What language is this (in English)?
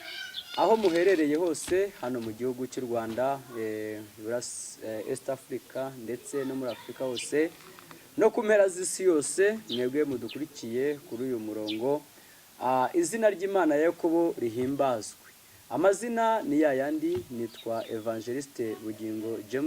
Kinyarwanda